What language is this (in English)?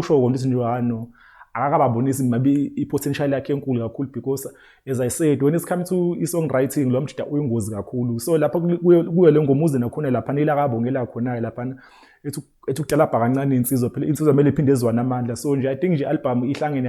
Zulu